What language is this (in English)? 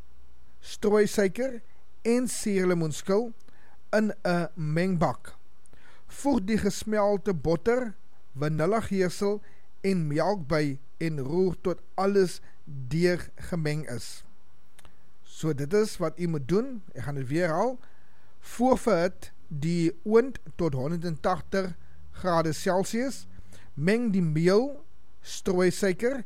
Afrikaans